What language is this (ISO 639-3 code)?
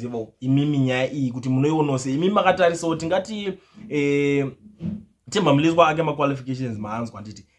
sna